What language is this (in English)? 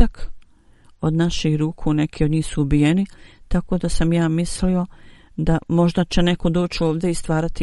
Bosnian